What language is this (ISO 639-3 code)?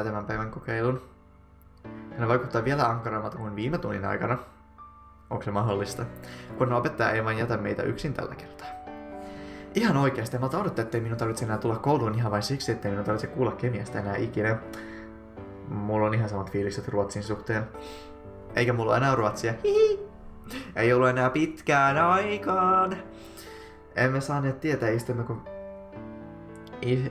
fin